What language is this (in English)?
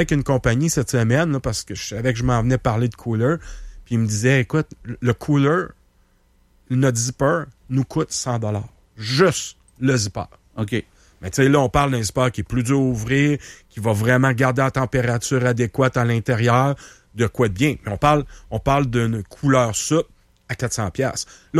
French